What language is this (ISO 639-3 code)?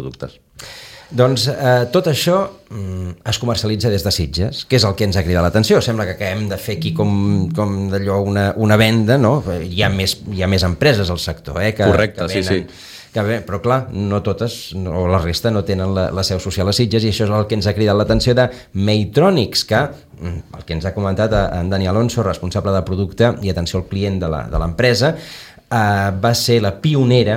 cat